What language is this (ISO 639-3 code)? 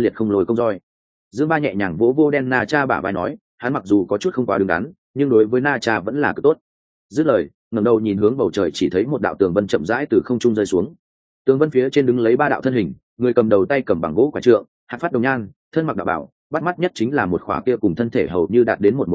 vie